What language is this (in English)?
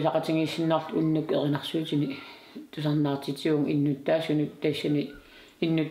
Kalaallisut